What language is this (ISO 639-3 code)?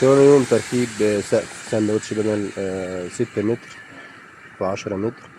arz